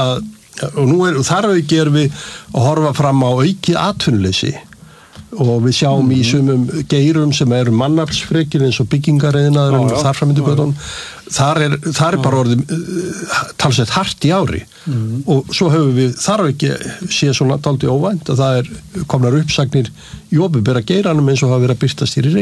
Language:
Icelandic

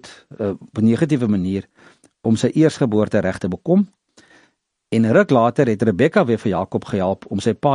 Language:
Afrikaans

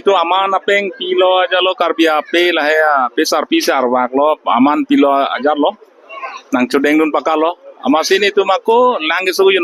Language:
Karbi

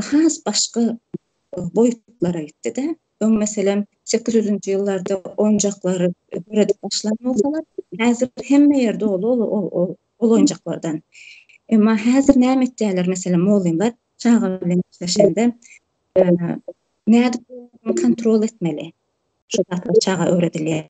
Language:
Turkmen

